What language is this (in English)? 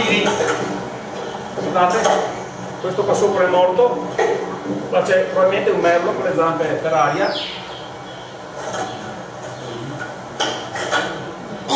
Italian